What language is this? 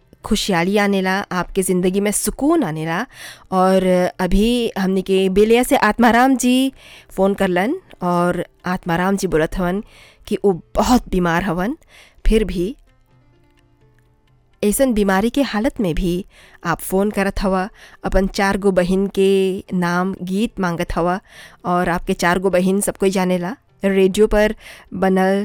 Bhojpuri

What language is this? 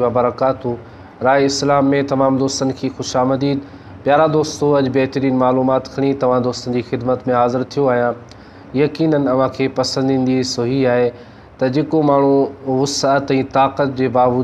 Sindhi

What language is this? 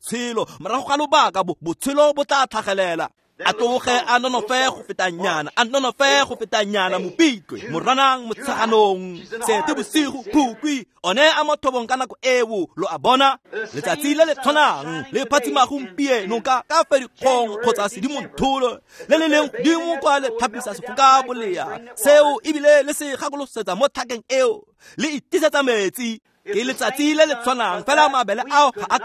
Tswana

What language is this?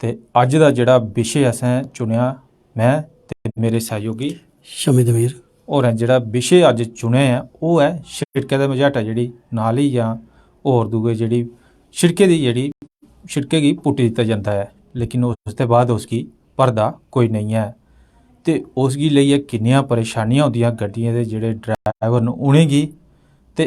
Dogri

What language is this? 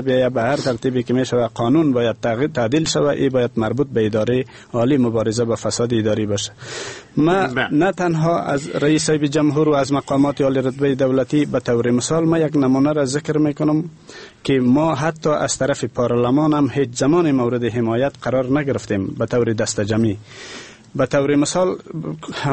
Persian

